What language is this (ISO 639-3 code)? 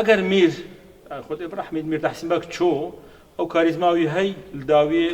kur